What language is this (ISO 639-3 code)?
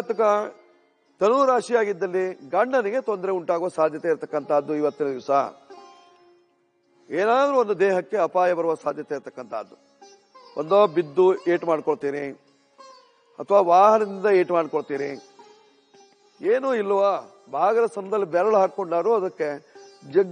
kan